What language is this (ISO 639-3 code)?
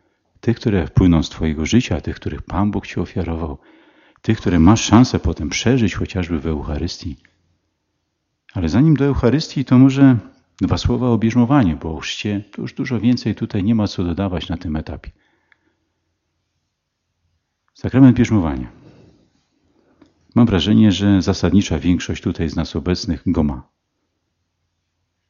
pol